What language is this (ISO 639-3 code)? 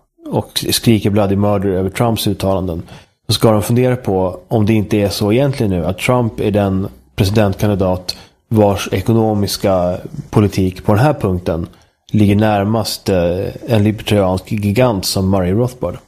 swe